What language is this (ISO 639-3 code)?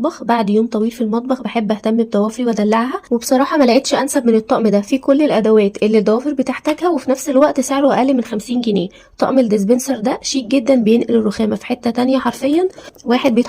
arz